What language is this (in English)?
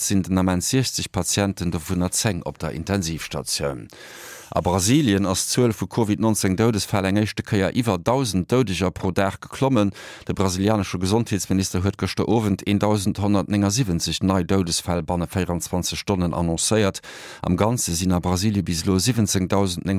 Luxembourgish